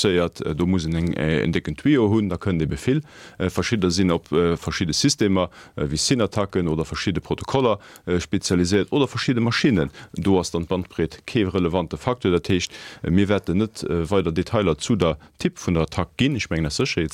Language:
Luxembourgish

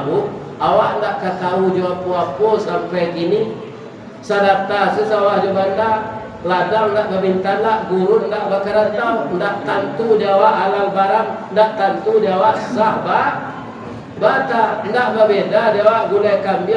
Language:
Minangkabau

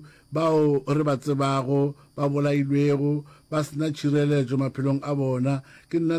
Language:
Northern Sotho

